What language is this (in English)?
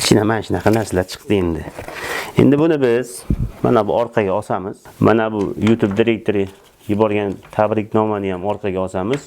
Uzbek